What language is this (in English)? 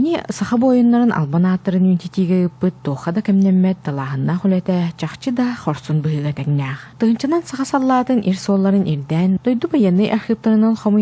Yakut